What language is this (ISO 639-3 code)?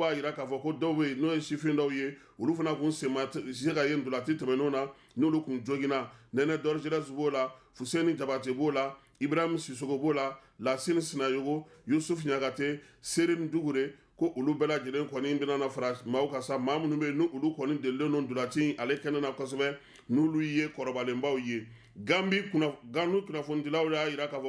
bam